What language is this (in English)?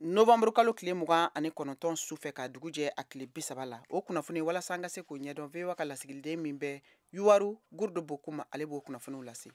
Bambara